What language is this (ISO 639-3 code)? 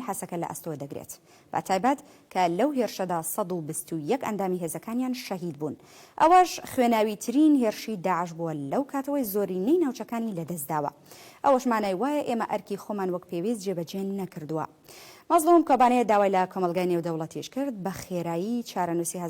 ckb